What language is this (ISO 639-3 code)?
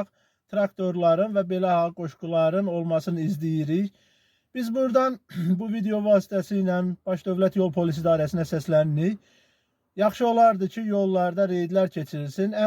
aze